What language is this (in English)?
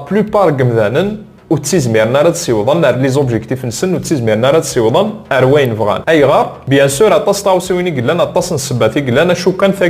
Kabyle